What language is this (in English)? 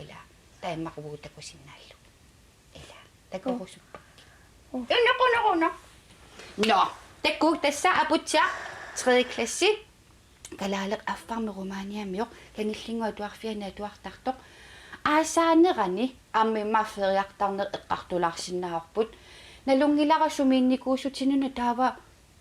Kalaallisut